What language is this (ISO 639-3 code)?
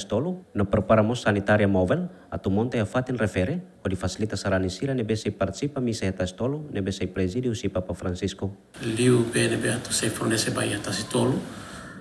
tet